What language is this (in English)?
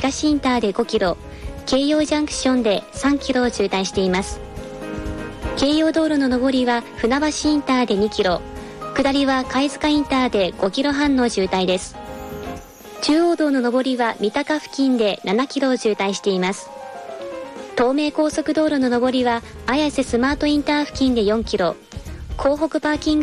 Japanese